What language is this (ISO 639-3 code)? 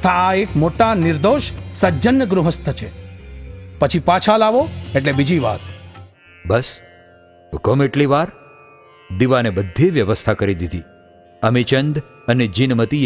guj